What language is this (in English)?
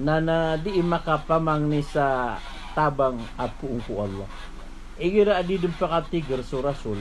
Maranao